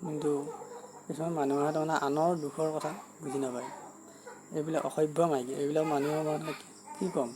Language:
Assamese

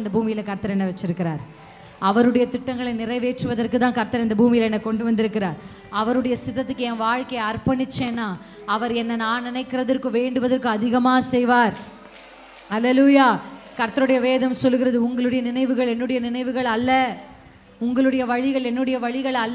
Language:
Tamil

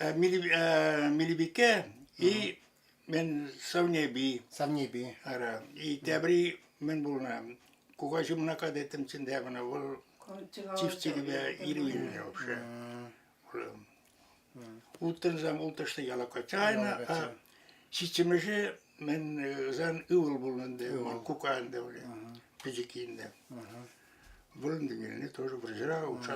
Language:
Chuvash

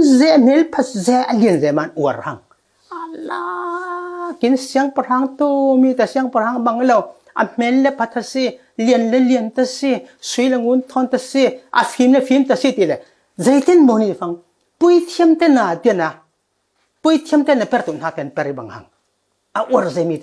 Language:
Falam Chin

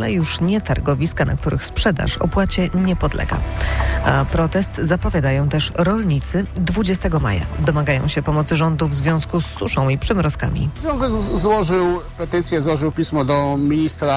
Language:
Polish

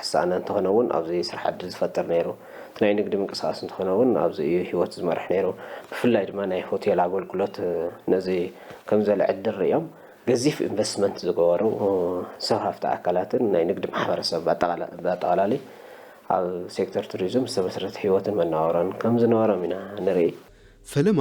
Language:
Tigrinya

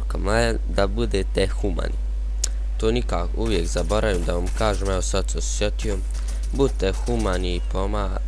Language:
Bosnian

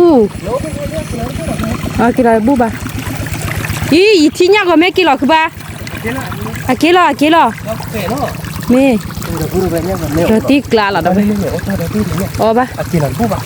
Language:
S'gaw Karen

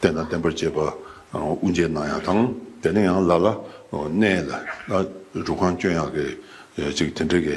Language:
Tibetan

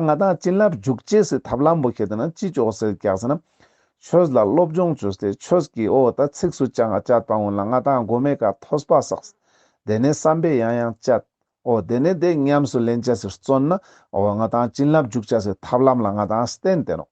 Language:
Ladakhi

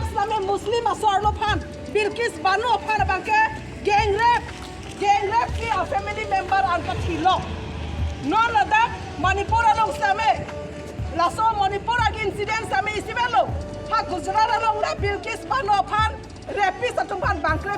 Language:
Karbi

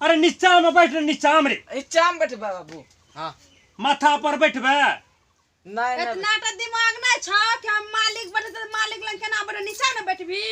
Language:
Maithili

